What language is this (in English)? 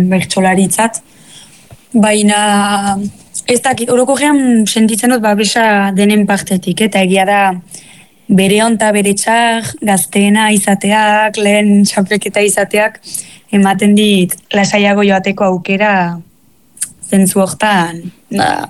Basque